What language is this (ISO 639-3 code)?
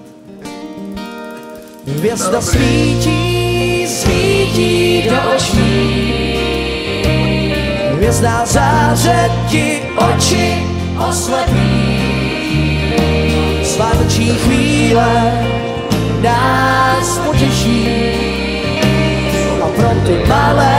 ces